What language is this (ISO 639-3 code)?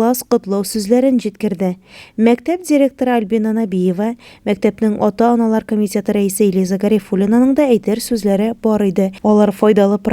tat